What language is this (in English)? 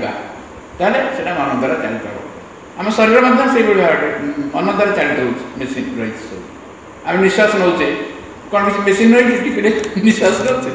Odia